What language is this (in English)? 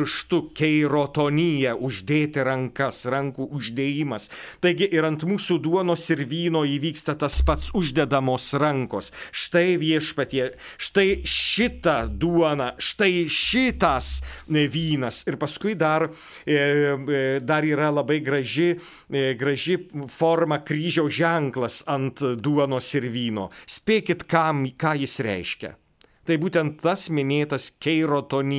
Lithuanian